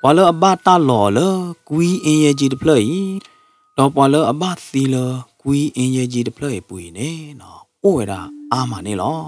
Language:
S'gaw Karen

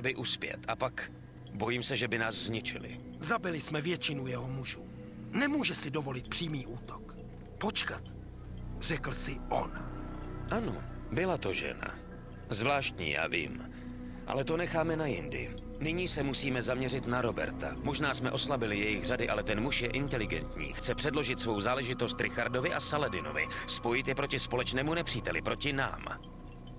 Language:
Czech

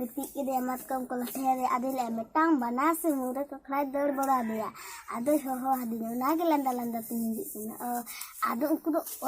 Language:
Santali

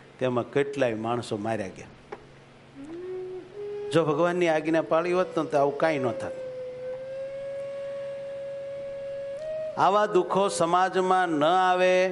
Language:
Gujarati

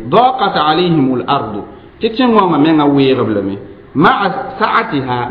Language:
Mossi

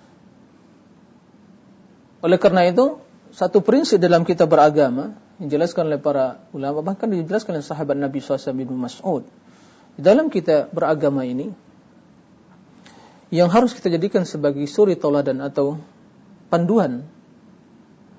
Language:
Indonesian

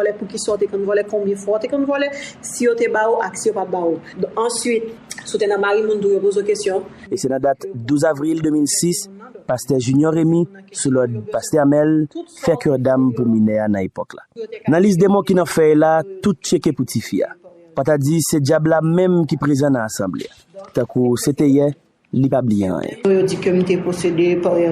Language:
Haitian Creole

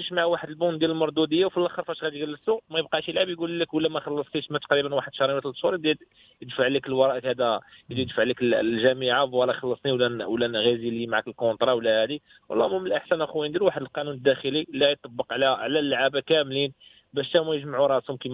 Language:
Moroccan Arabic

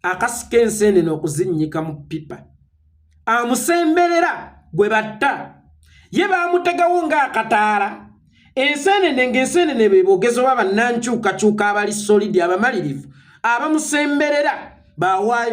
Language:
Ganda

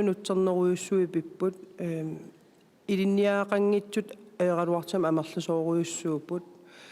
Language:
Kalaallisut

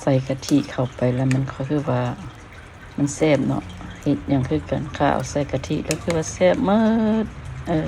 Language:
Lao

